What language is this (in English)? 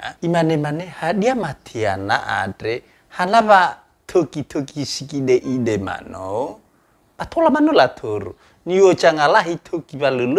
Nias